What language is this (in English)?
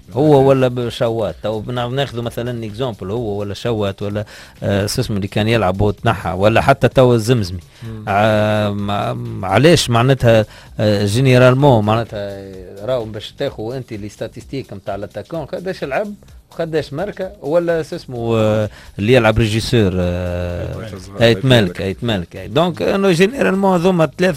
Tunisian Arabic